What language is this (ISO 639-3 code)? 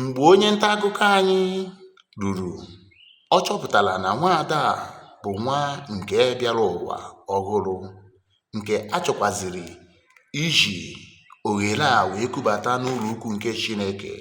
ibo